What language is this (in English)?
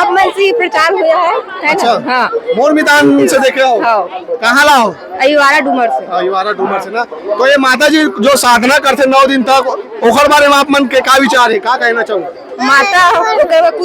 Chhattisgarhi